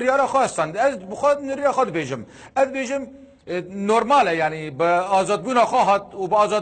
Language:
Kurdish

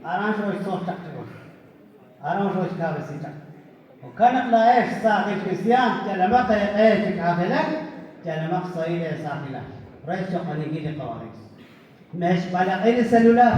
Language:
Kekchí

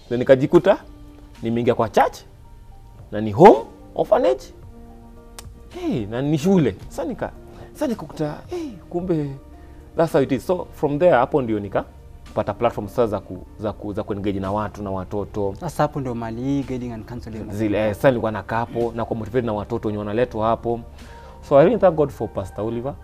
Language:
Swahili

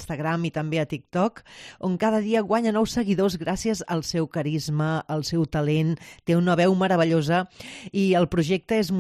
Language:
Catalan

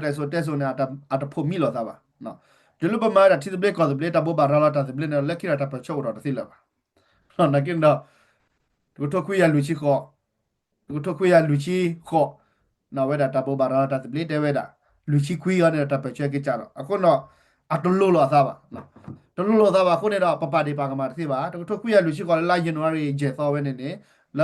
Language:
S'gaw Karen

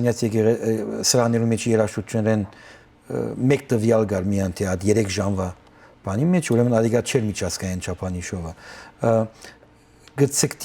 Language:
Western Armenian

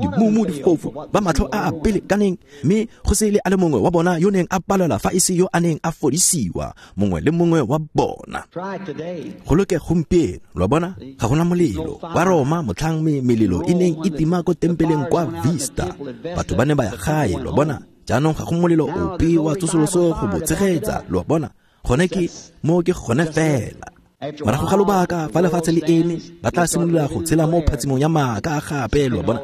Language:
Tswana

